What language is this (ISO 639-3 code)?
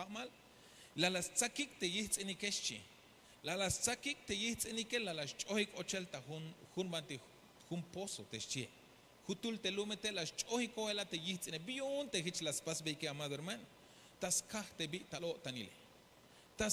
tzh